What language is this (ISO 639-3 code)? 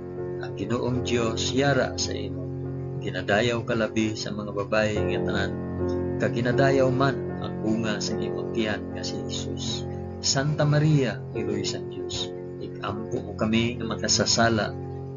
hil